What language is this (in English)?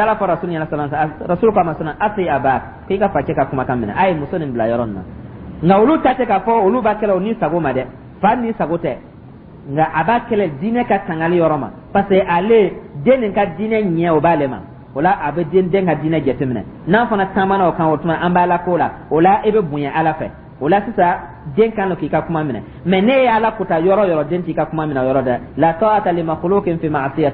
Dyula